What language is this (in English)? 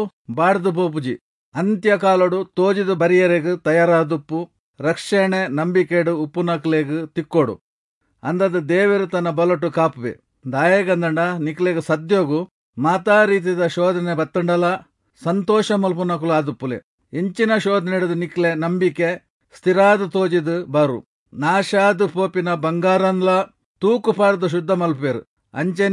Tulu